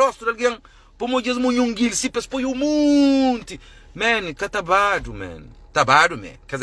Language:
Kabuverdianu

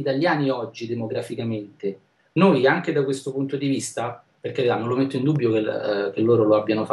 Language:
Italian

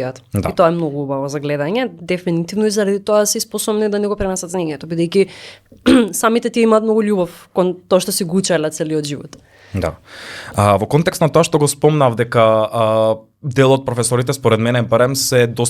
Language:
Macedonian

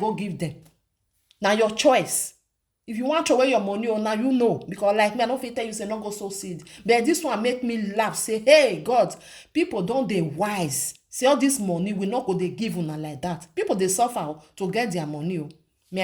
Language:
Nigerian Pidgin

